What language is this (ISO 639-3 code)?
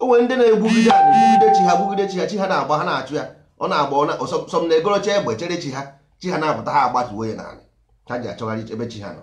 ibo